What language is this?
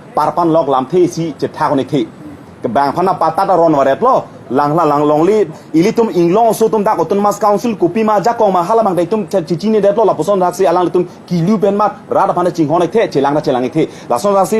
Karbi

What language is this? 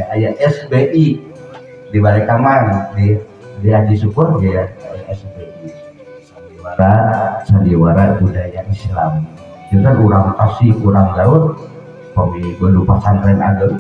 Sundanese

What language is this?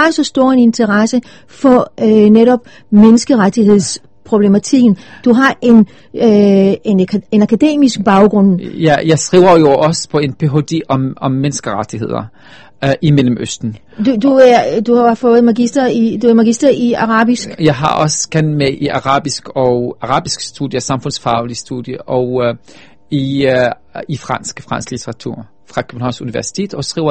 Danish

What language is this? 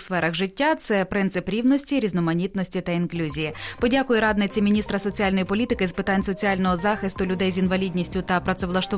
Ukrainian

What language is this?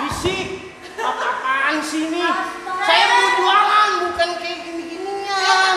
Betawi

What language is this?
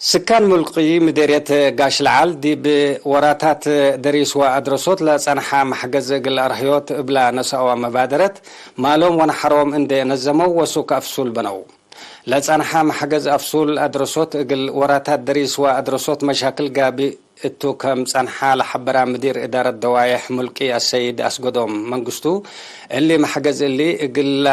Tigre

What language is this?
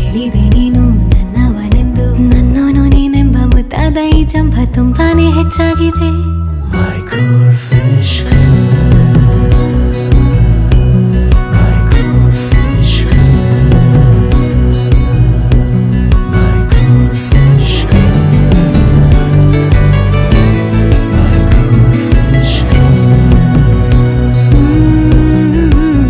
Kannada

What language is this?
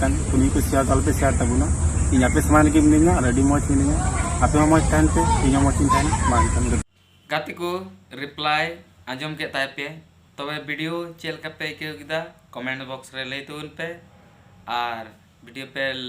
Santali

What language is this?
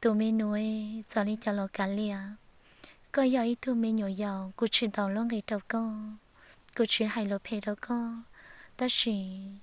Hmong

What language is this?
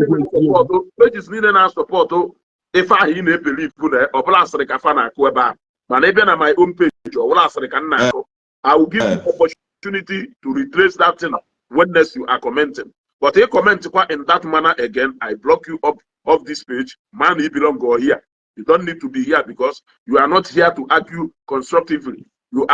Igbo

